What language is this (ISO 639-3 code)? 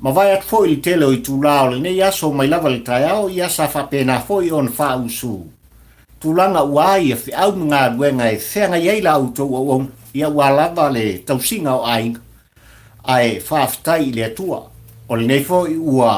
smo